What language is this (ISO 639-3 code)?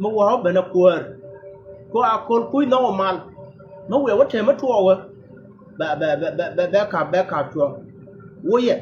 nus